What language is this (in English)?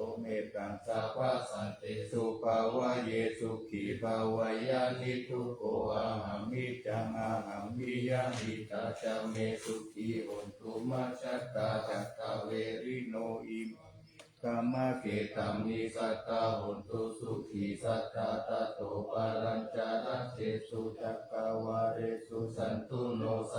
Pali